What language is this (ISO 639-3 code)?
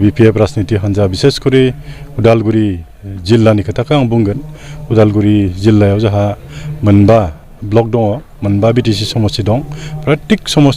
brx